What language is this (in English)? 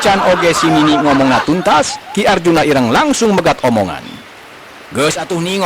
Sundanese